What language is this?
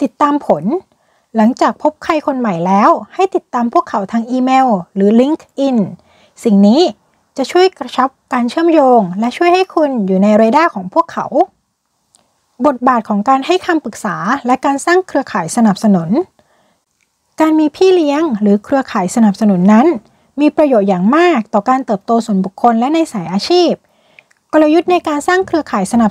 Thai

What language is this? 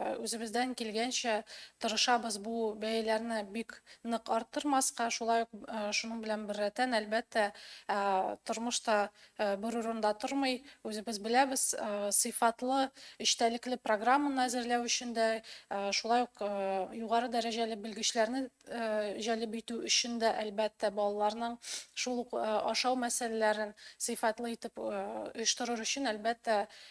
Tatar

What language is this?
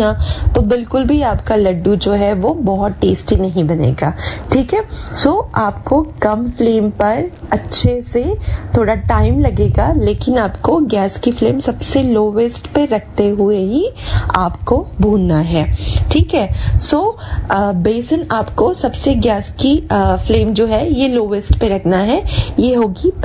Hindi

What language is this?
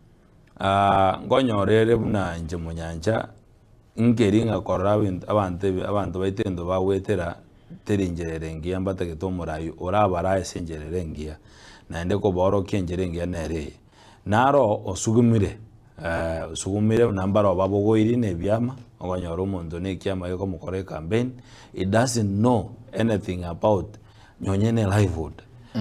Gusii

